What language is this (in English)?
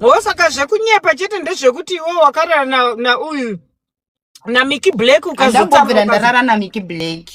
Shona